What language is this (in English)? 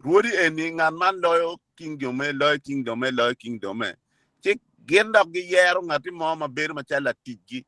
Acoli